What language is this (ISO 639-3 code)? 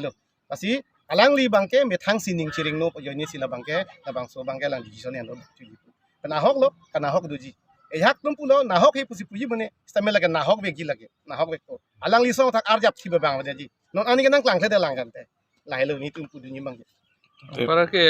mjw